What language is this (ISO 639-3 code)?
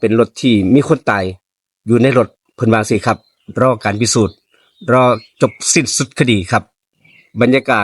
tts